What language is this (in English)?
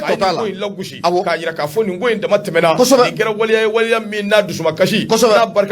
Bambara